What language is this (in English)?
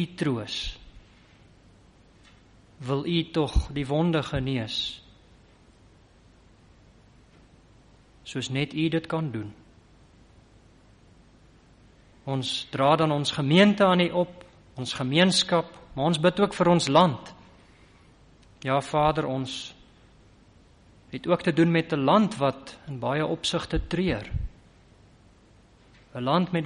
Afrikaans